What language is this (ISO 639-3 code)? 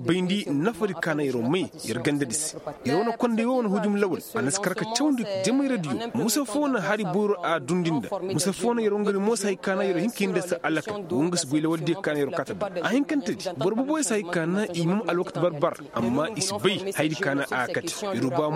ses